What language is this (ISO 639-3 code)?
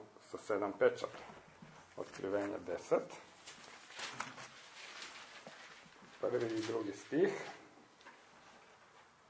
hrv